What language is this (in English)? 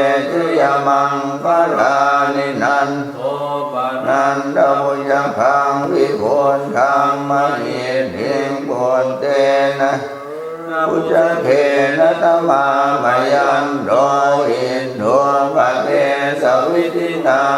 Pali